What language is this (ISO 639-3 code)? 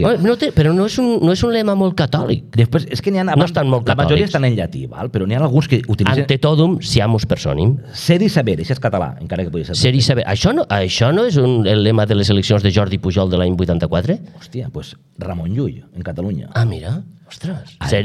cat